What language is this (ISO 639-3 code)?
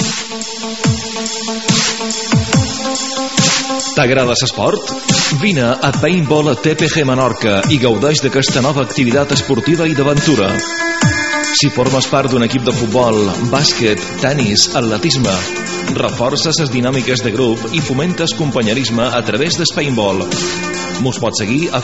cat